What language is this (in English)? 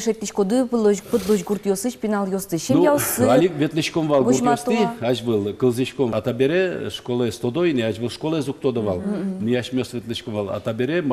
Udmurt